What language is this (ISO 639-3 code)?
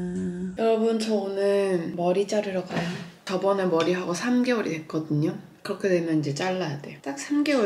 kor